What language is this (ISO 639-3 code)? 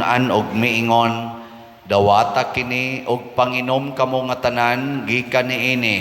ceb